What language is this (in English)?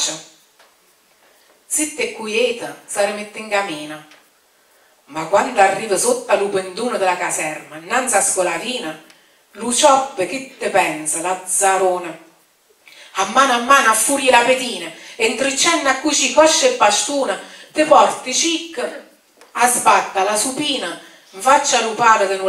Italian